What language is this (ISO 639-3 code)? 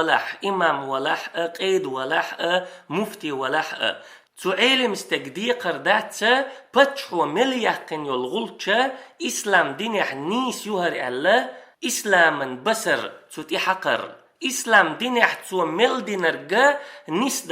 che